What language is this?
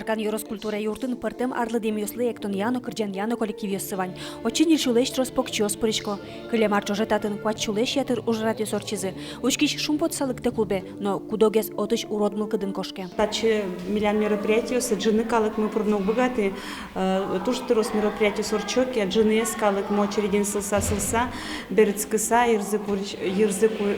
Udmurt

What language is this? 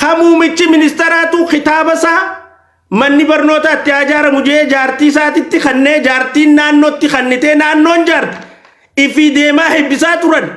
Oromo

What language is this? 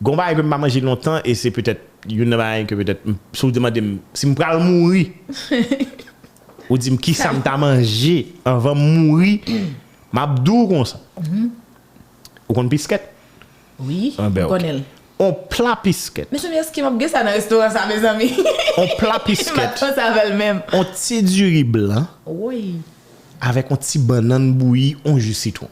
Haitian Creole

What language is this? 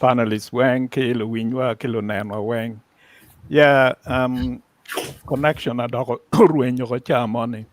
Acoli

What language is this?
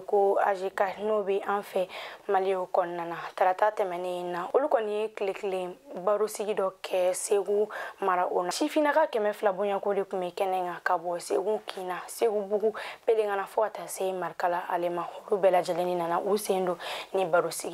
Bambara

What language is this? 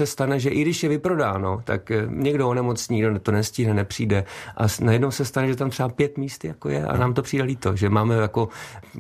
Czech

